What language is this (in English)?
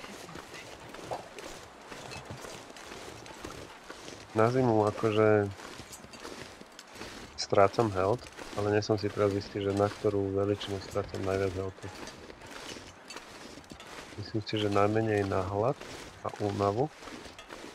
Slovak